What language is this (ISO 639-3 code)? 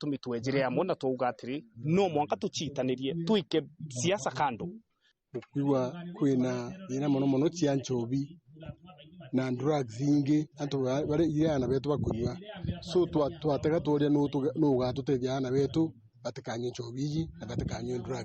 mer